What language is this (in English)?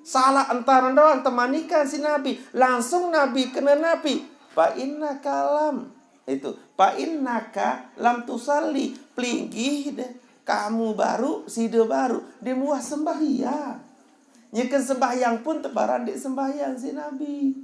Sasak